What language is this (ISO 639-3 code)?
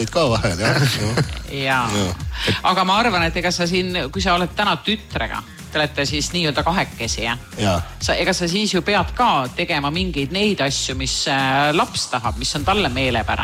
est